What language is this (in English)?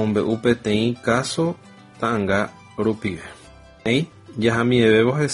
Guarani